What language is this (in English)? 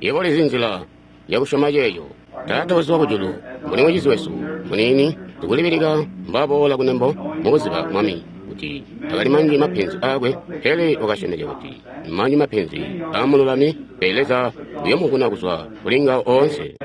Tonga (Zambia)